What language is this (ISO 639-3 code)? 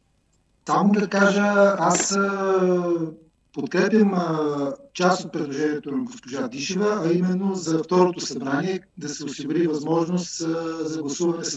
bul